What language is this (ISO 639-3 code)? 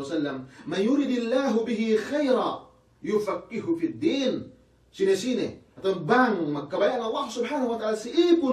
yka